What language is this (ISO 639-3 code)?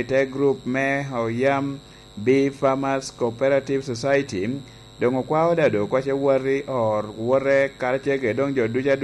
laj